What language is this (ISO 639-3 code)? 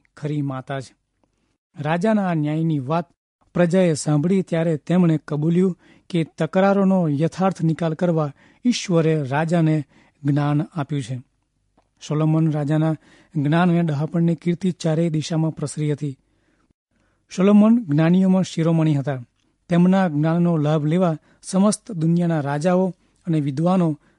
guj